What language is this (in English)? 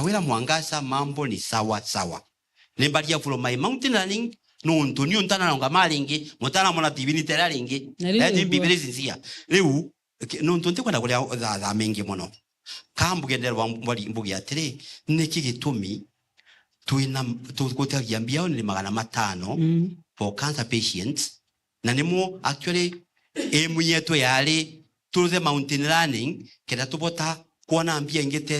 Meru